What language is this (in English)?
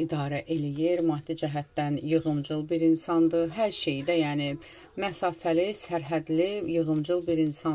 Azerbaijani